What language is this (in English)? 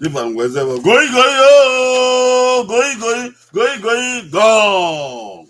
Bini